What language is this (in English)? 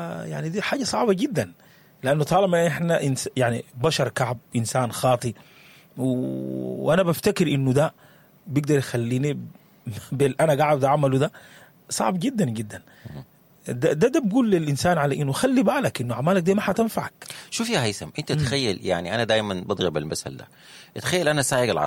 Sudanese Arabic